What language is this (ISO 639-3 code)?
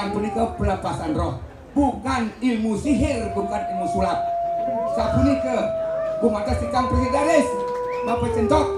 ban